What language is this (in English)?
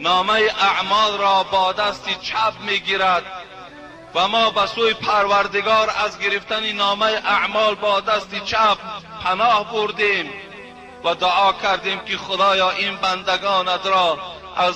Tajik